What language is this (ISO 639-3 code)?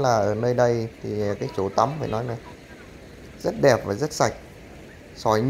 vie